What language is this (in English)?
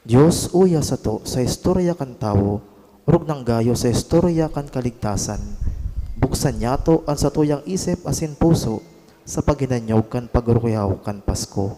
Bikol